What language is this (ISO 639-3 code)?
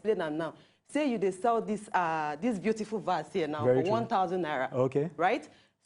pcm